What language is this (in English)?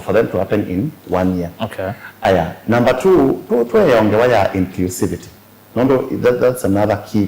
Kamba